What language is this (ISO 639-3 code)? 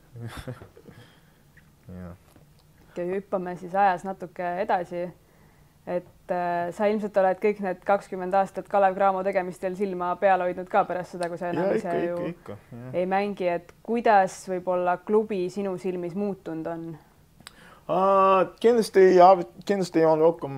est